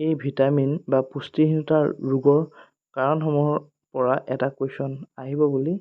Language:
Assamese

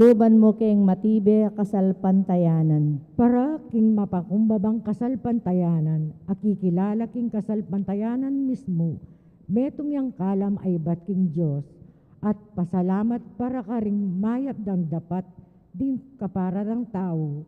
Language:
Pampanga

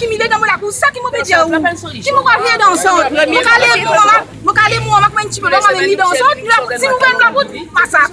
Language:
Morisyen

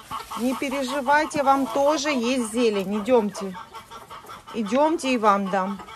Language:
Russian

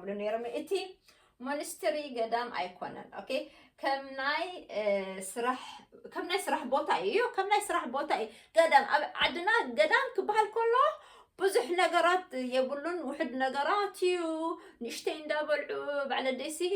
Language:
Tigrinya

